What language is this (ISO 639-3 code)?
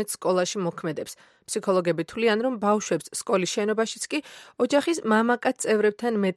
kat